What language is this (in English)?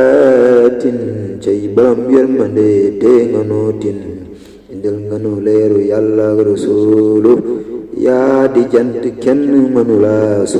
Wolof